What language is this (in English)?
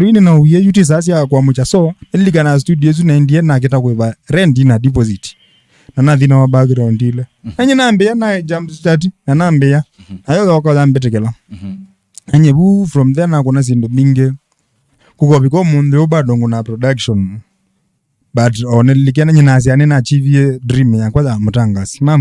Kamba